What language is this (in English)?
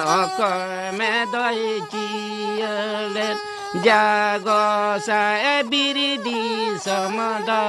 Santali